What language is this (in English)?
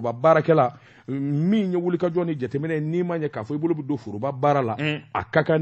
Bambara